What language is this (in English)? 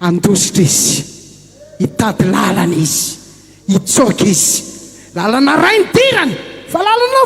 Malagasy